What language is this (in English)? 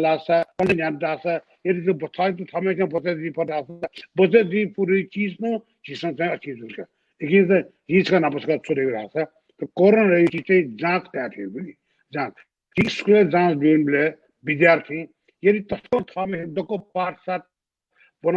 Newari